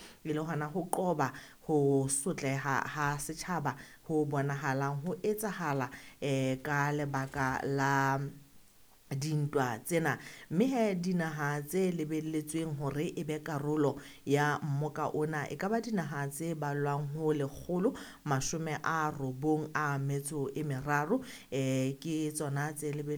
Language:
Southern Sotho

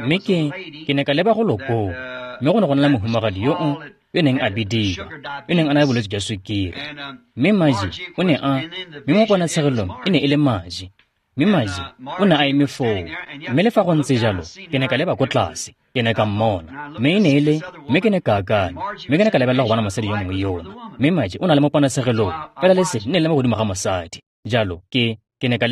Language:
Tswana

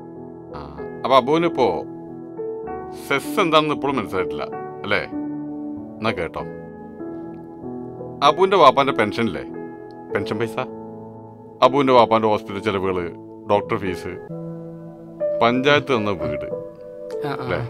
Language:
Malayalam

